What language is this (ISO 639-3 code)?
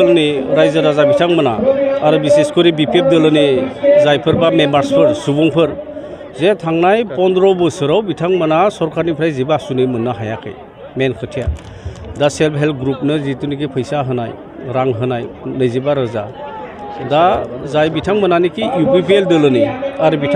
brx